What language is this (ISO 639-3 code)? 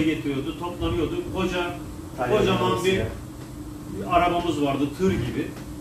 tur